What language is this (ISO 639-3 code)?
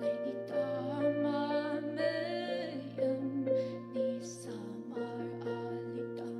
njo